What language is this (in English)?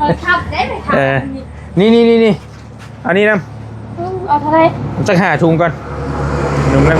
Northeastern Thai